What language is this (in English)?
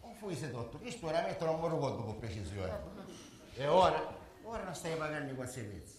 Sicilian